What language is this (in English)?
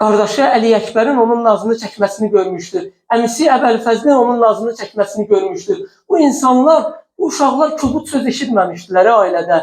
Azerbaijani